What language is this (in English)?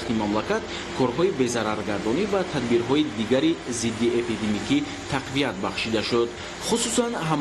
Tajik